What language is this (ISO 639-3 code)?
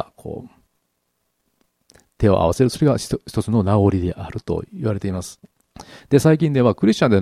jpn